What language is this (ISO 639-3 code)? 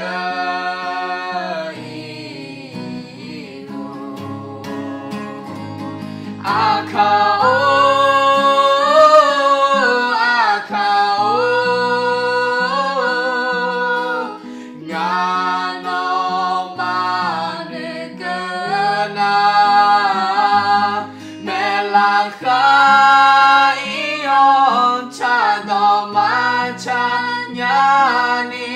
ahk